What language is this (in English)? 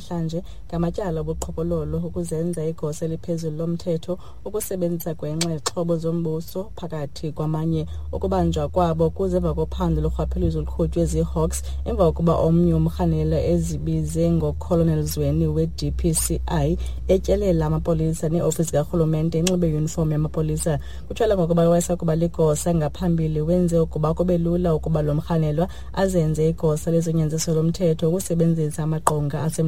Xhosa